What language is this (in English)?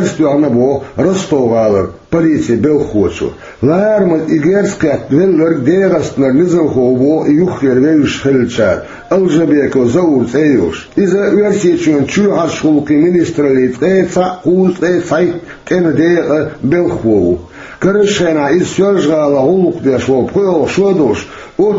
Chechen